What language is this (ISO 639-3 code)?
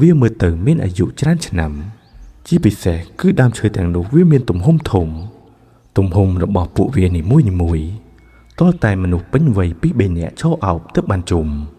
khm